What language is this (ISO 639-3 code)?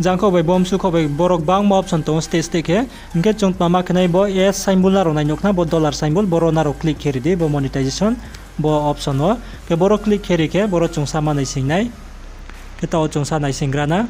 ria